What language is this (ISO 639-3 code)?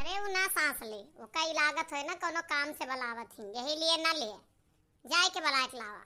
awa